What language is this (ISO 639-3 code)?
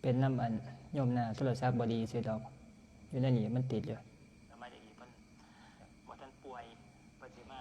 tts